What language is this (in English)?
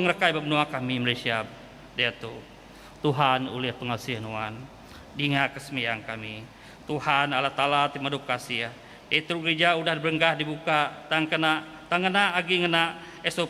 Iban